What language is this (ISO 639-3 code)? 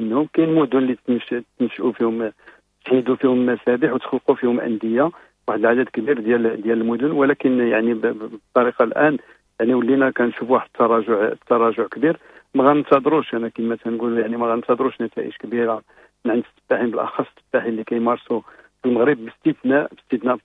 ary